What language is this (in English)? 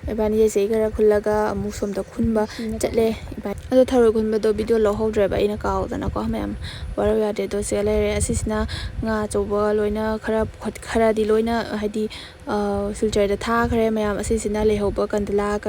Manipuri